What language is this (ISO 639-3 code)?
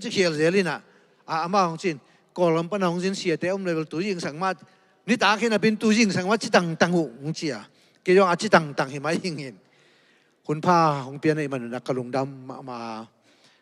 ctd